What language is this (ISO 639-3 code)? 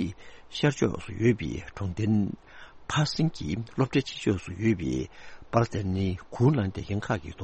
bod